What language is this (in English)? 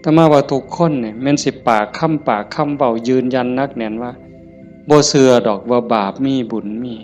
Northeastern Thai